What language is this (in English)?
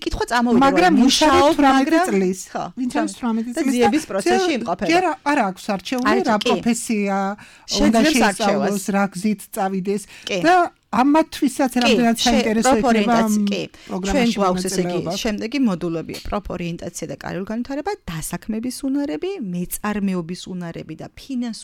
Georgian